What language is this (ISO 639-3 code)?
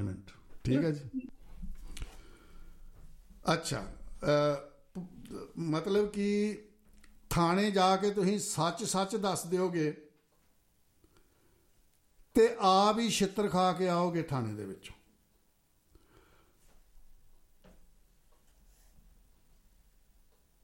pan